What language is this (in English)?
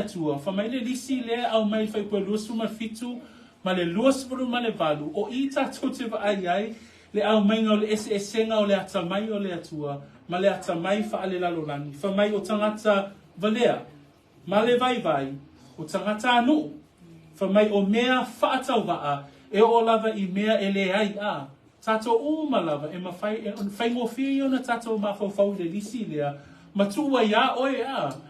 Samoan